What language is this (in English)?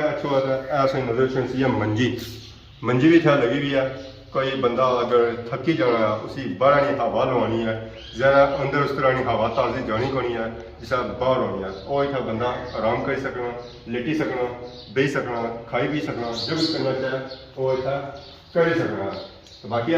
Pahari-Potwari